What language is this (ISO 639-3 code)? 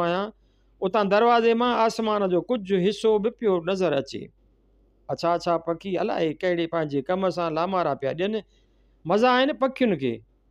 snd